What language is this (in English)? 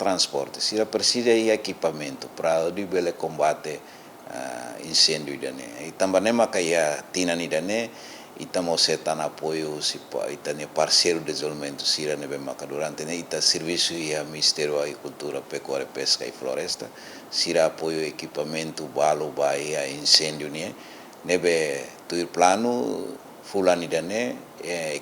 Tetum